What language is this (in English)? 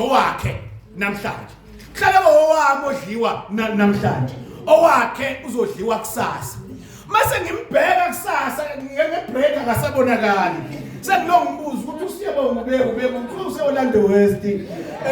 Zulu